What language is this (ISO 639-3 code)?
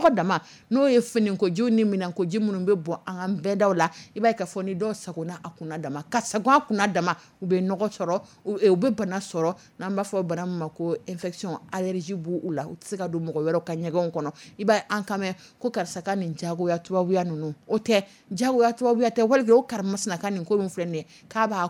dyu